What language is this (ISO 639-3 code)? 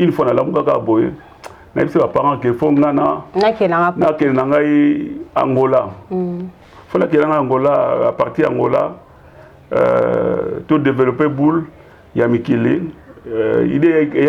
lin